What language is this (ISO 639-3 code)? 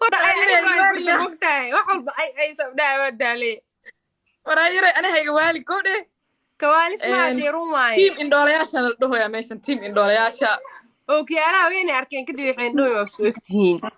som